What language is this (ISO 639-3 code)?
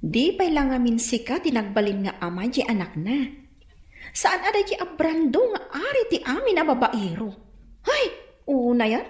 ilo